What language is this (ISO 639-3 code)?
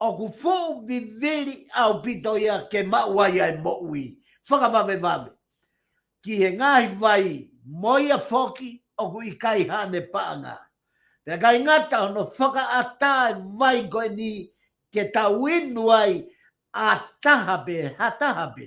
ton